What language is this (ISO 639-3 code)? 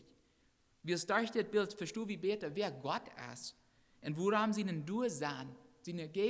pdt